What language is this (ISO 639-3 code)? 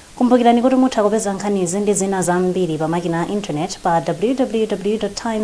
nya